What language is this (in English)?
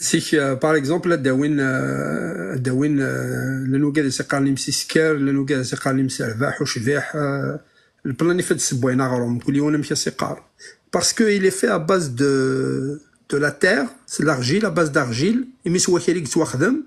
Kabyle